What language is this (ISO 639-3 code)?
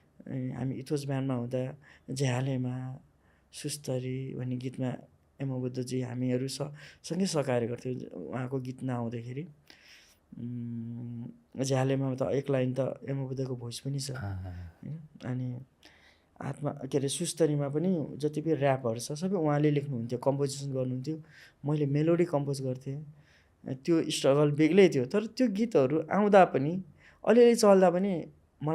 nep